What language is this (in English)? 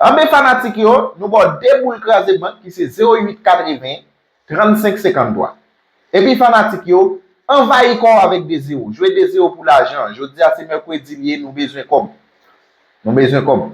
Haitian Creole